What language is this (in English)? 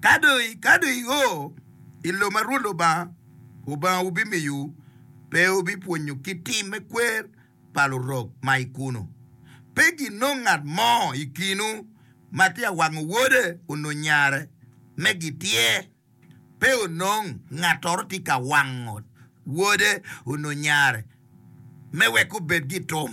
Acoli